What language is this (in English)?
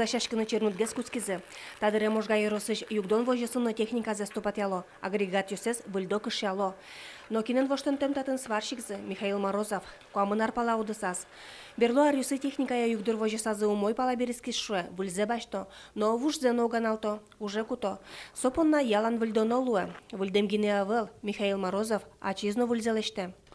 Udmurt